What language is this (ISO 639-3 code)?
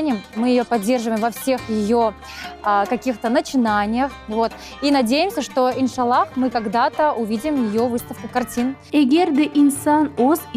crh